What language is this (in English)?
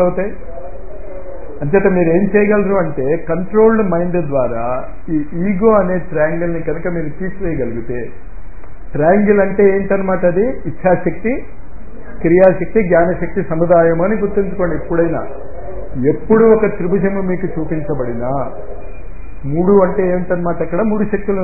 Telugu